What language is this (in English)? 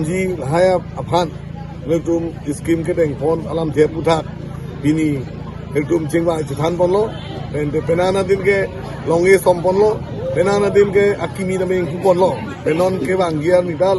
Karbi